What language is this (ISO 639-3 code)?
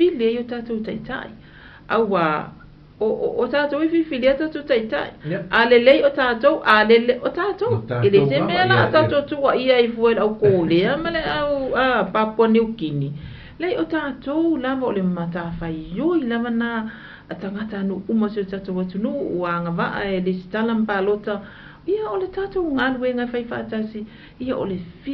smo